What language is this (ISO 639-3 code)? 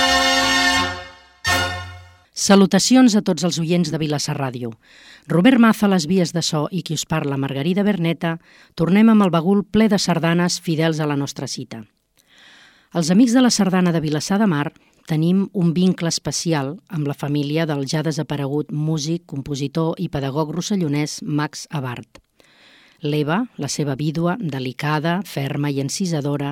cat